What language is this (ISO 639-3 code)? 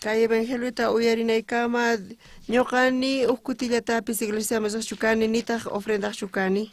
quh